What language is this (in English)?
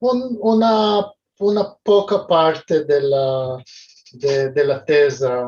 Ladino